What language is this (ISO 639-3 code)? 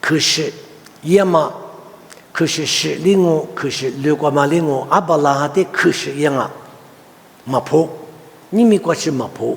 lis